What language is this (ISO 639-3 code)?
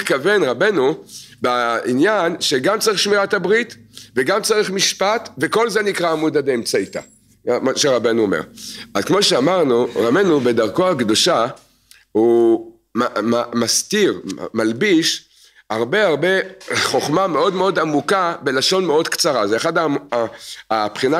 heb